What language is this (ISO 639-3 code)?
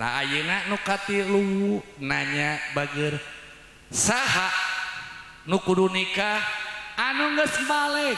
sun